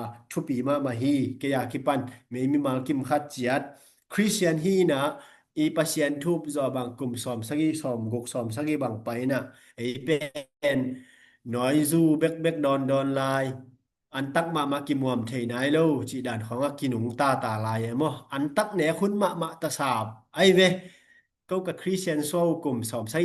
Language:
Tedim Chin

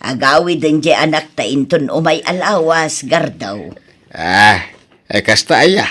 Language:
Iloko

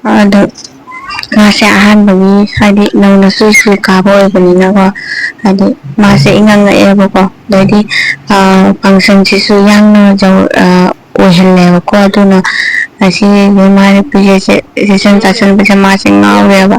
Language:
Manipuri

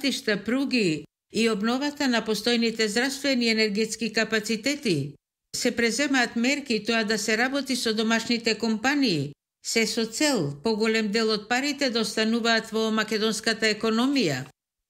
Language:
Macedonian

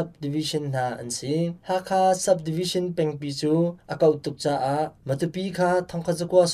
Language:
Hakha Chin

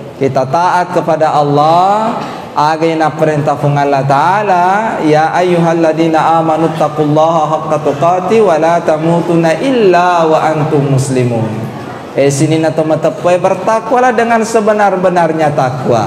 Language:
Buginese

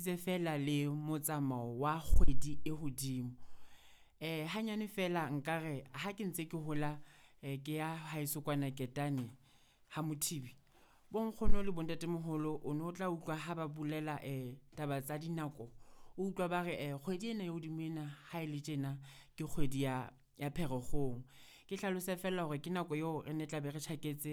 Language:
Southern Sotho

